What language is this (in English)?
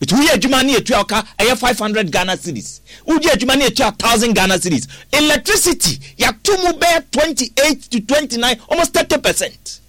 Akan